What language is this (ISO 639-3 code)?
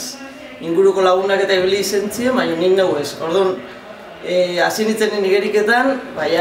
eus